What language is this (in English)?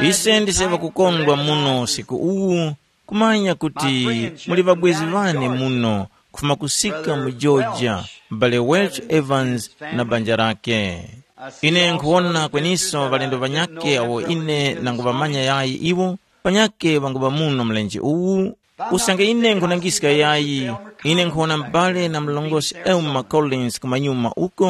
Tumbuka